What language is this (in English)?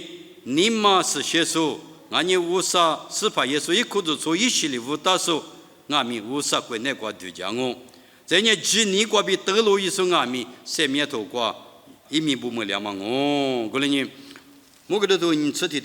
Lisu